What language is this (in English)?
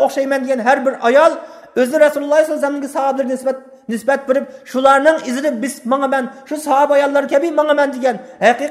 Uyghur